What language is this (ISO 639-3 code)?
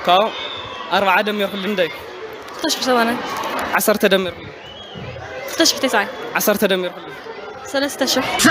tir